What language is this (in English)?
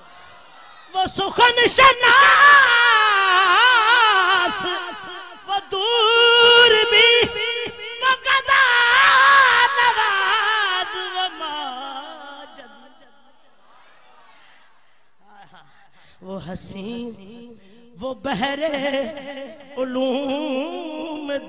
Urdu